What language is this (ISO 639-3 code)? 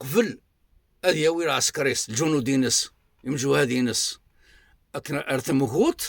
kab